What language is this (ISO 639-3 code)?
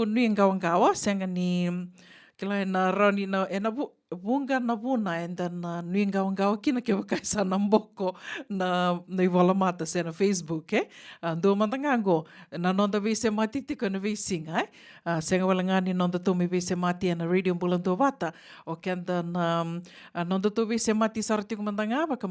fij